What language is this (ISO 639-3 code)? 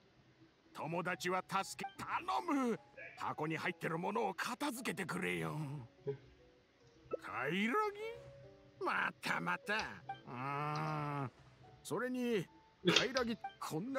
jpn